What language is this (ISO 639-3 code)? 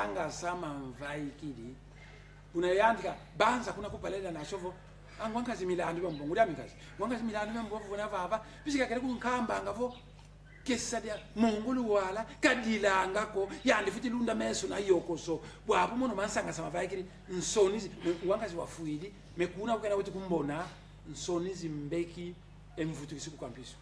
kon